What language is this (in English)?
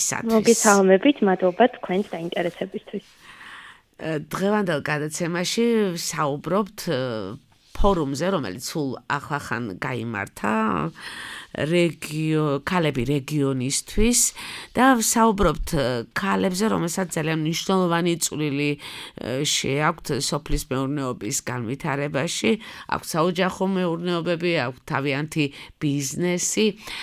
Georgian